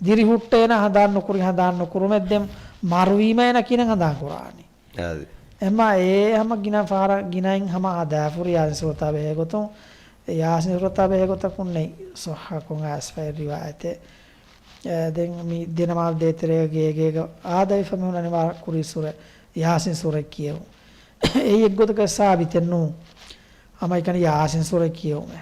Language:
Divehi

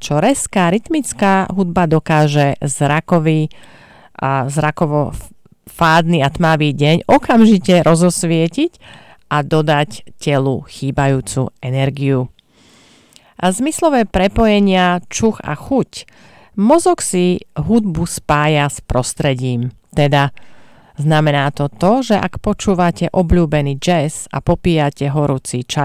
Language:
Slovak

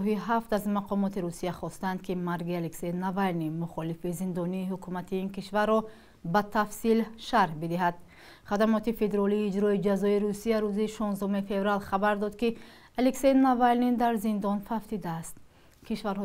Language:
Tajik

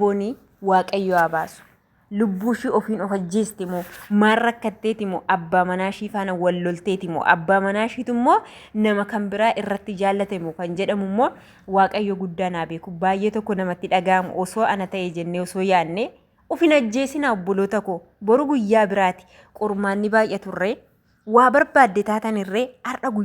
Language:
Oromo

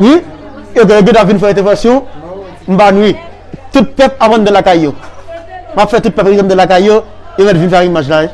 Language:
Haitian Creole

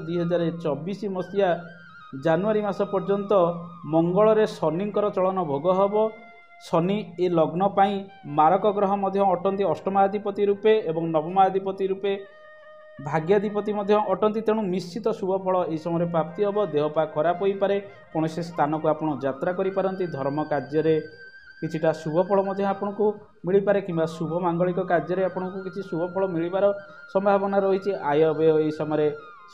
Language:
Odia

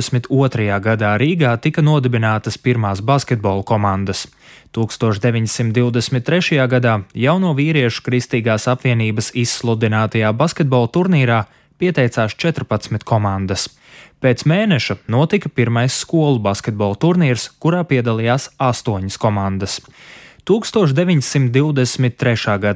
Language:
Latvian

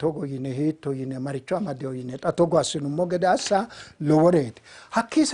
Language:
Sidamo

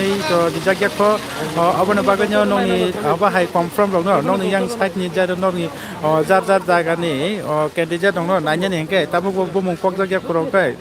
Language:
Kok Borok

